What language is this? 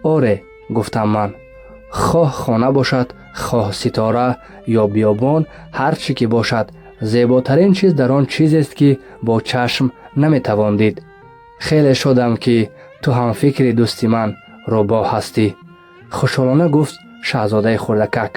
Tajik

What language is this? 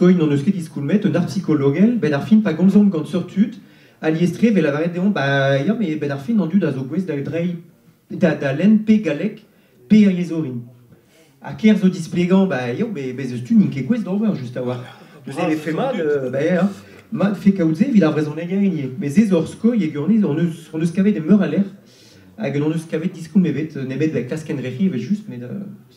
Breton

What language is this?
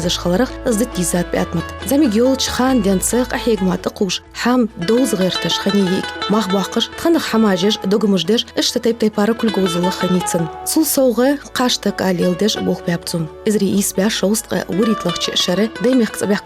Ingush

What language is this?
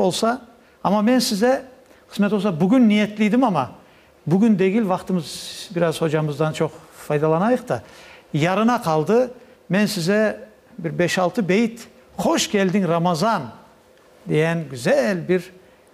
Crimean Tatar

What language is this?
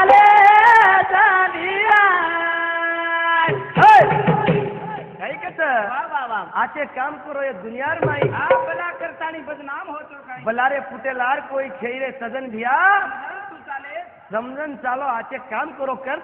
Lambadi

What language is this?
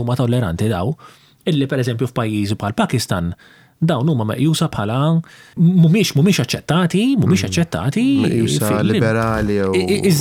Maltese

